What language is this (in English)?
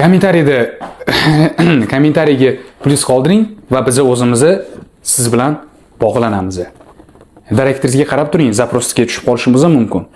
Uzbek